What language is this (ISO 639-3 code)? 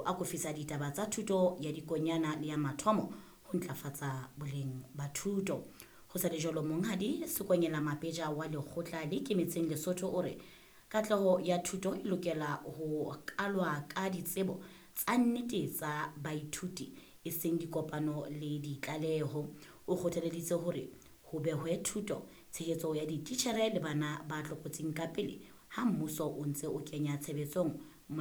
sot